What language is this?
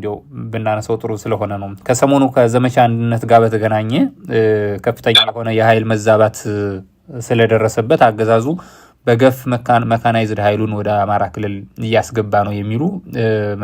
Amharic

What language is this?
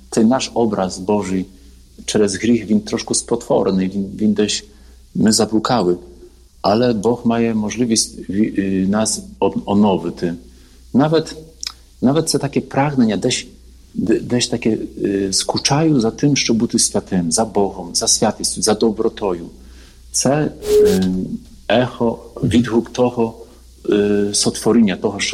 Ukrainian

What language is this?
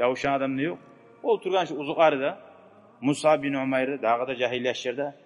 Kumyk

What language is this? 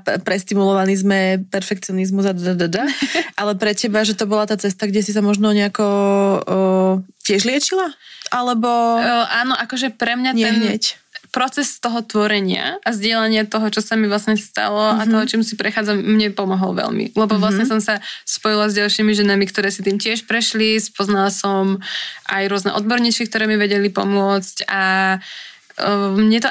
Slovak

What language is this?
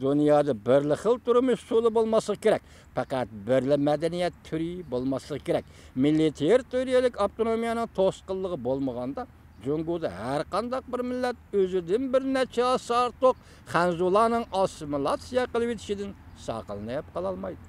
Uyghur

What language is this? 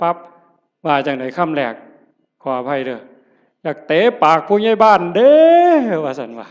Northeastern Thai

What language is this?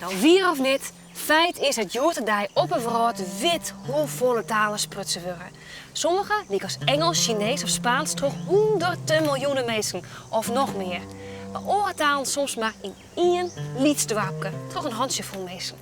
Western Frisian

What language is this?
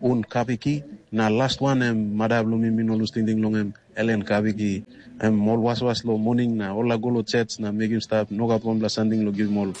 Tok Pisin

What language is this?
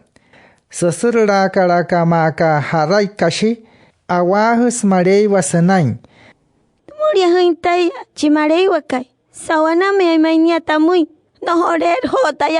Wayuu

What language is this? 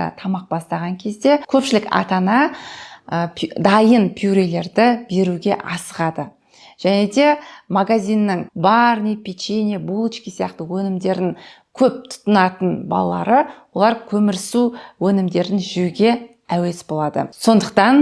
Kazakh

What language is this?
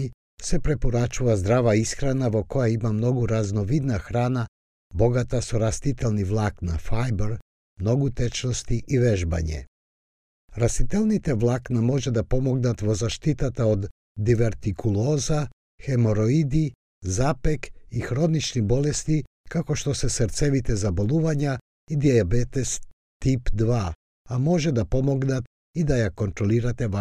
Macedonian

